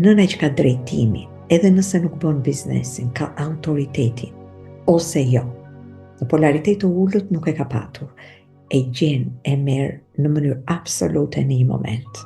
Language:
Albanian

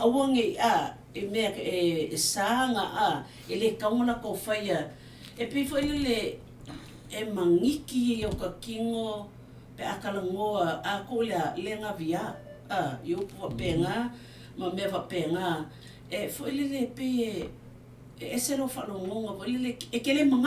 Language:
Samoan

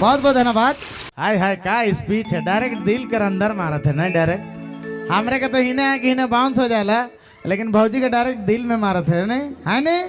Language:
Sadri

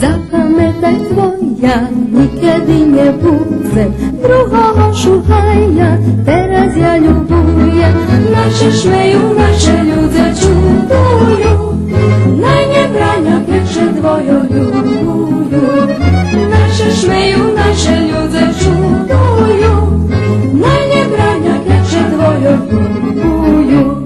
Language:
Rusyn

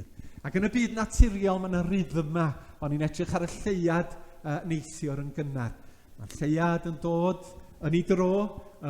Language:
Welsh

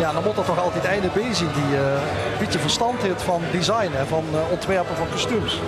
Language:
Limburgish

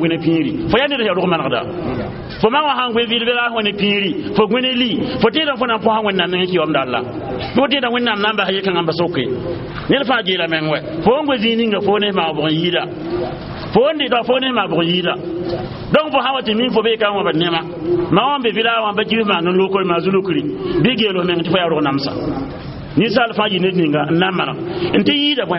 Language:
Mossi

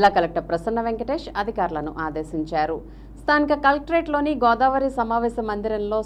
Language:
Telugu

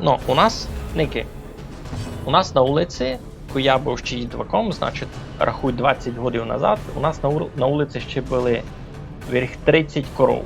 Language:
Rusyn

